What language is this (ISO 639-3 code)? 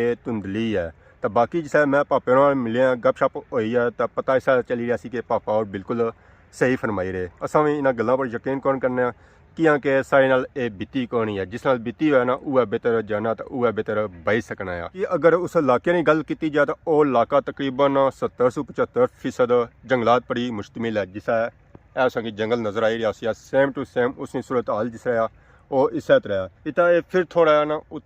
phr